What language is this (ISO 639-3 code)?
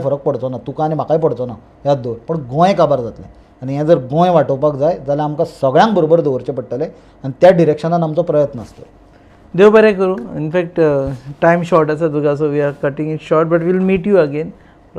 kok